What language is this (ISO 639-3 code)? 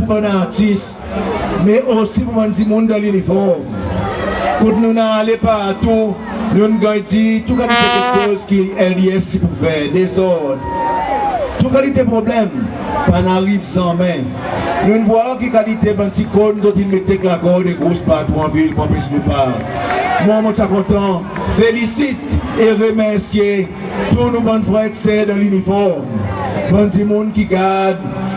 crs